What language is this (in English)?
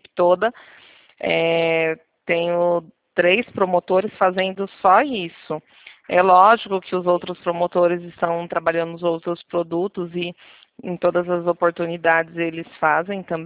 Portuguese